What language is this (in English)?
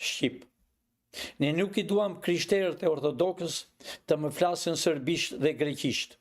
Albanian